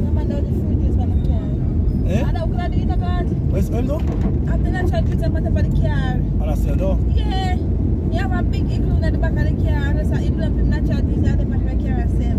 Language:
Jamaican Creole English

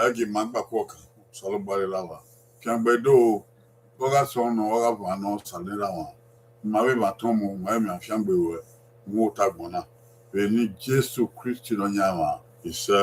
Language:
Bini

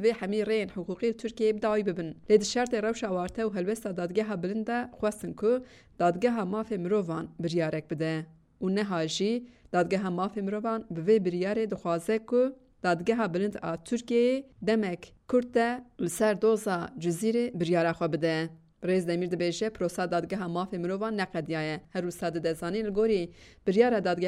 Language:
Kurdish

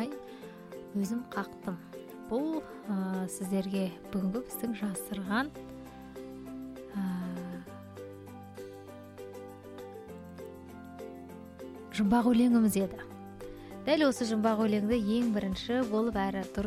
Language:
Kazakh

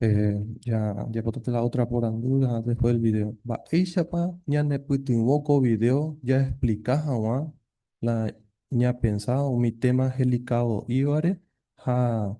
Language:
Guarani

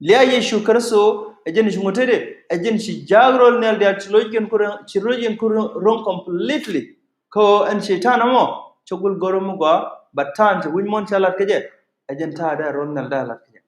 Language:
Nuer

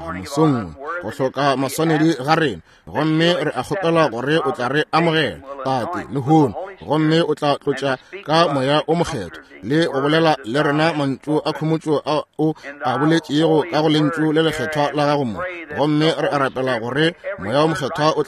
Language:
Northern Sotho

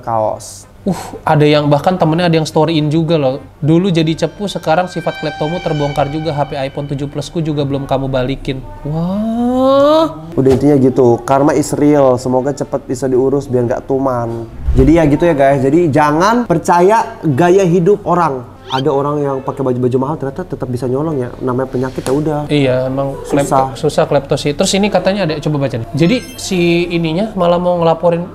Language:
Indonesian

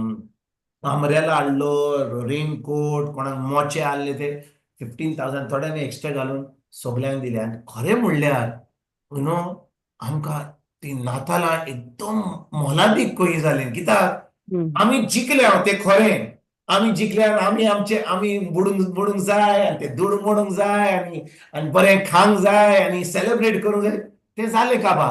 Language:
Konkani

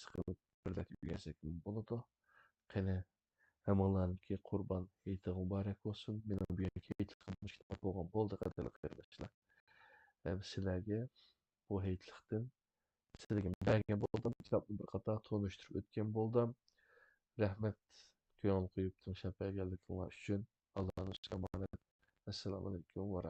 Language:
Uyghur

